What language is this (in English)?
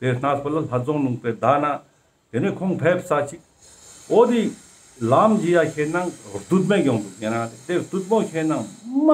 Tibetan